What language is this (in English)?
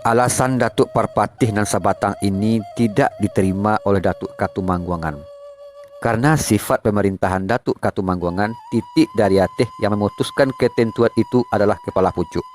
Minangkabau